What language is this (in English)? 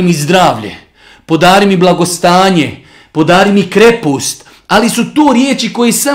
Bosnian